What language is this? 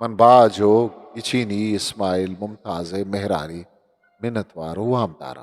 Eastern Balochi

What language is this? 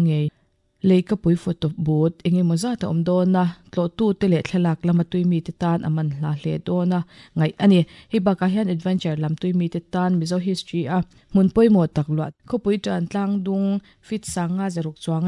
Mizo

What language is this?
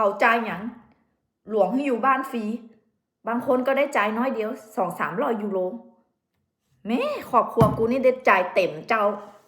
Lao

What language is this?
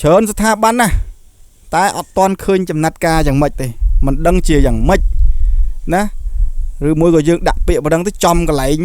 Khmer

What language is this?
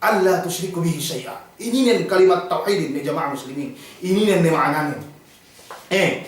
Yakan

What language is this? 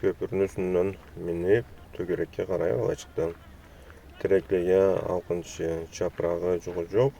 Karachay-Balkar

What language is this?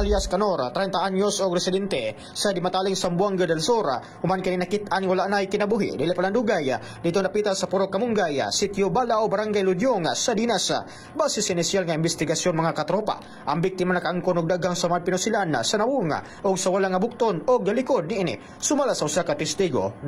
Cebuano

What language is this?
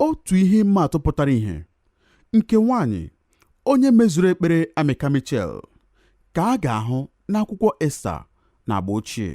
Igbo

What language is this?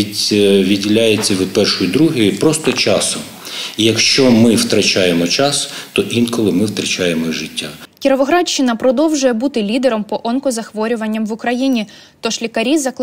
Ukrainian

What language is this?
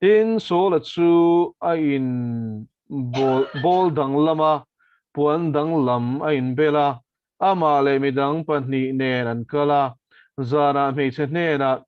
Mizo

